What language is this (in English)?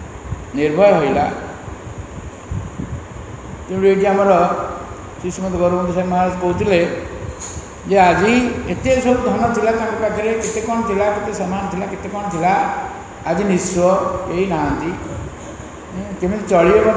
Odia